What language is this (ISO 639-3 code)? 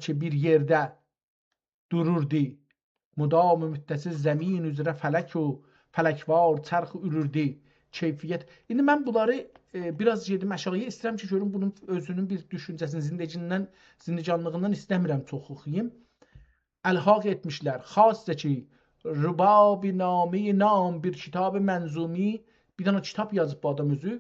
azb